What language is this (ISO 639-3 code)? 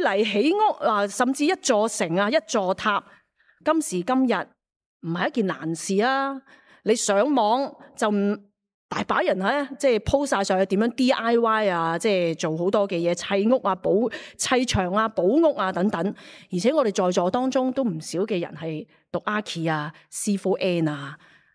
yue